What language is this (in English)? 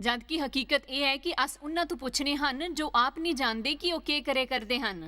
Dogri